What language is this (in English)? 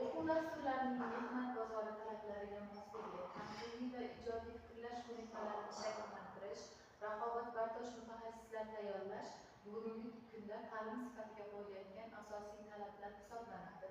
Uzbek